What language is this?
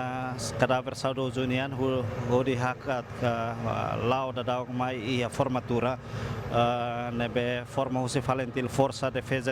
Tetum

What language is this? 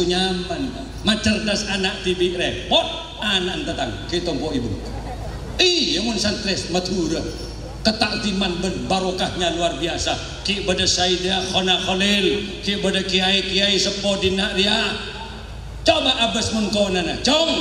Madurese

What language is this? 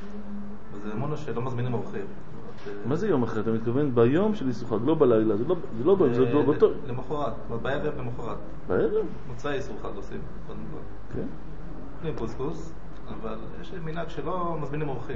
Hebrew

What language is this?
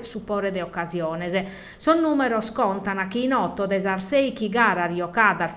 Sardinian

